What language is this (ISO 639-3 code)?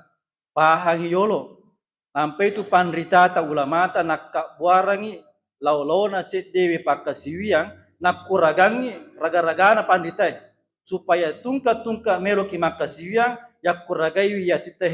bug